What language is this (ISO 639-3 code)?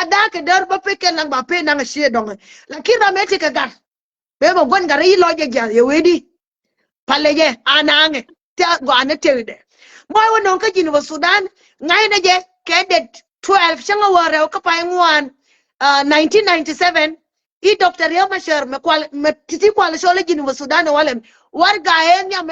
nus